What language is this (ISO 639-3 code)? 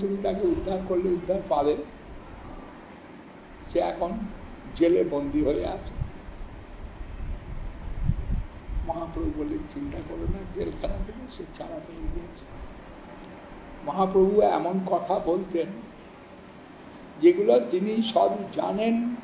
ben